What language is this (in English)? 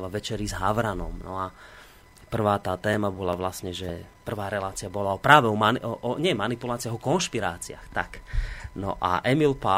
Slovak